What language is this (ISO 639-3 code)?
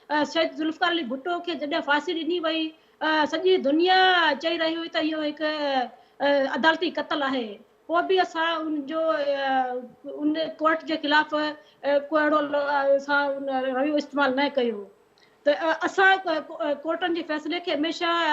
snd